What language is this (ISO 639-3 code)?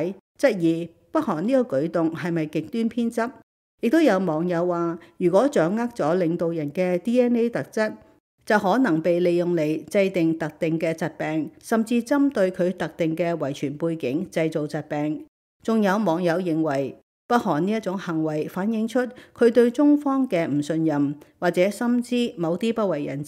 yue